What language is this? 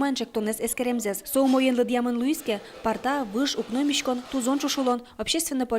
Udmurt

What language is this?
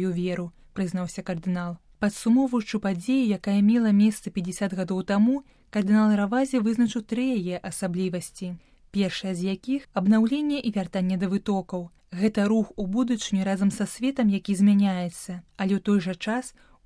Belarusian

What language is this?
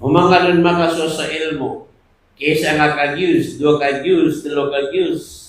Maranao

